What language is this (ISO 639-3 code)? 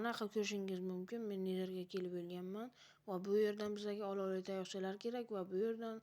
uzb